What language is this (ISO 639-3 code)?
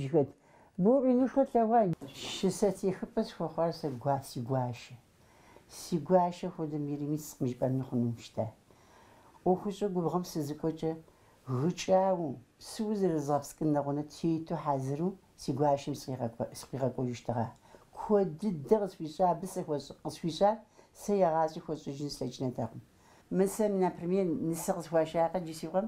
kbd